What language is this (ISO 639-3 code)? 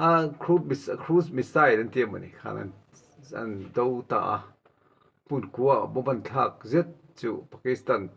lus